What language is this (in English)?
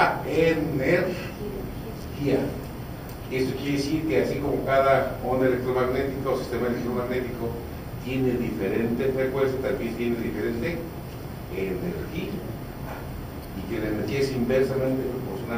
Spanish